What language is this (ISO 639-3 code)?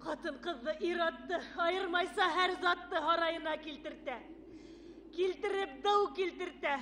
bak